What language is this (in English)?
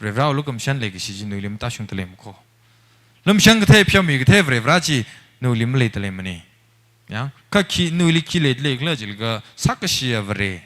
Tangkhul Naga (India)